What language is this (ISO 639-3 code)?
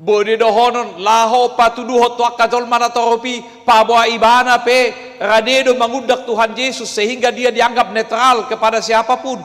bbc